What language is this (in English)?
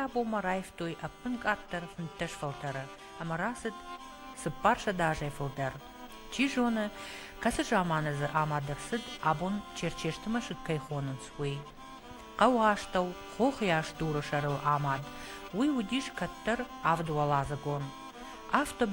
Ossetic